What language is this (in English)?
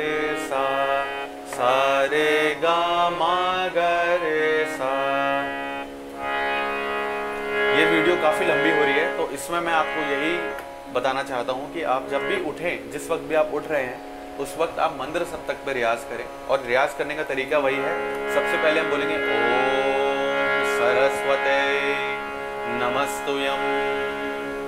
Hindi